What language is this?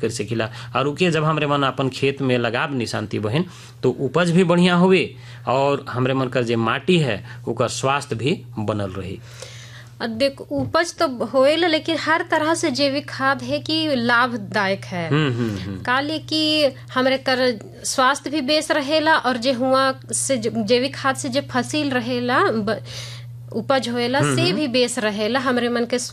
Sadri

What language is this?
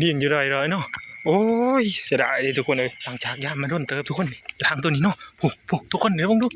Northeastern Thai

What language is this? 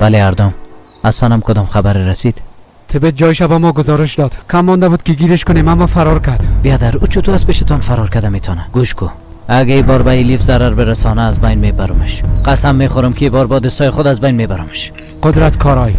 Persian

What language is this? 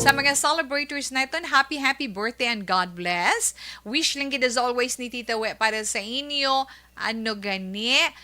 Hiligaynon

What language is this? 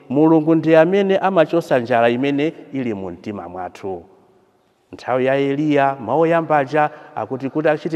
Nyanja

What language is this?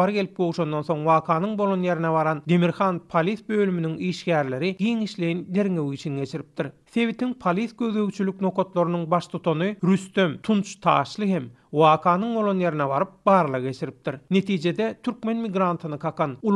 Turkmen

